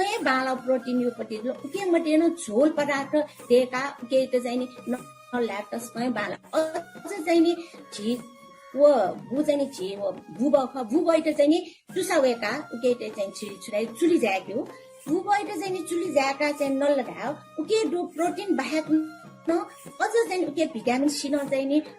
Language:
Newari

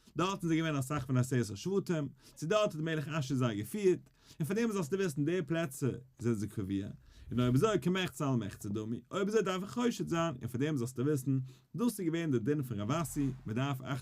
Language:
Yiddish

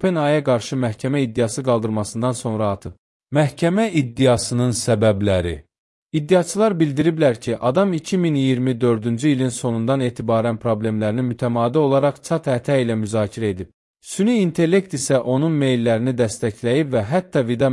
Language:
Azerbaijani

